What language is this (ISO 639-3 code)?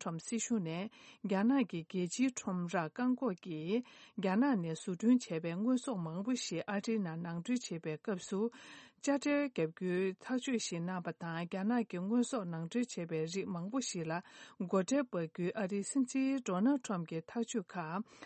bod